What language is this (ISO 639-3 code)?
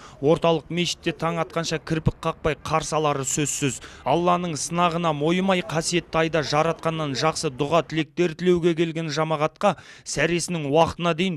kaz